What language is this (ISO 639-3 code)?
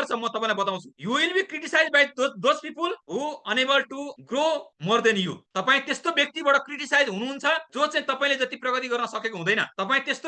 nep